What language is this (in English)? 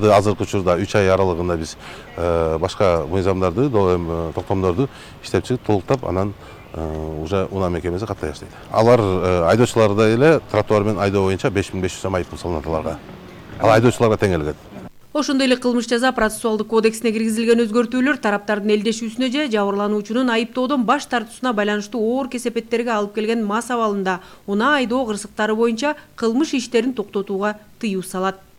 Kyrgyz